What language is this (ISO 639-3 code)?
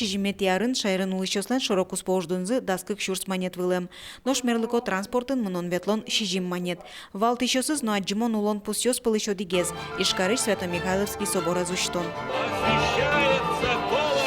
udm